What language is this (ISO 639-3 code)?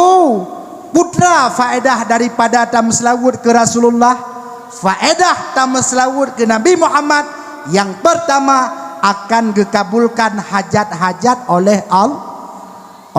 ace